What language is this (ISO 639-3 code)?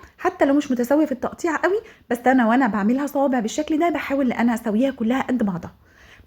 arz